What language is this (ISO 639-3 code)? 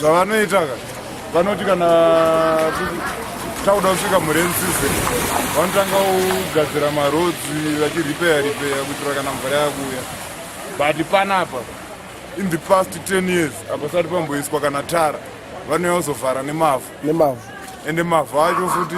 sna